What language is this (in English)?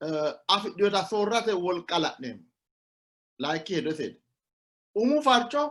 Sidamo